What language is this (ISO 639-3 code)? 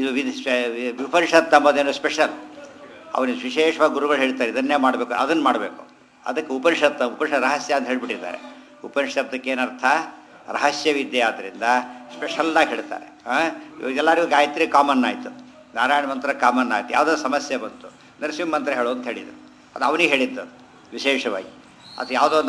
kan